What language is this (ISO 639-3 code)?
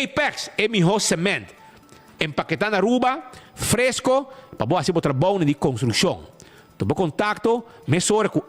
pap